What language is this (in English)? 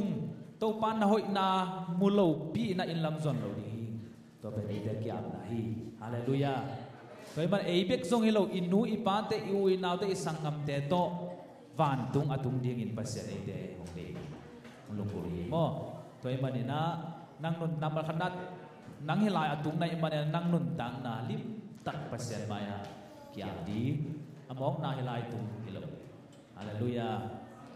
Tedim Chin